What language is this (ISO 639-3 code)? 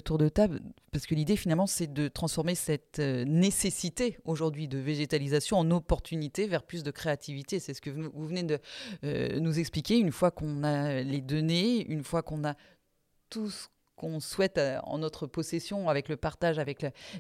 fra